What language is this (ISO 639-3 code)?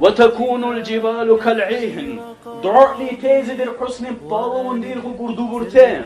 dar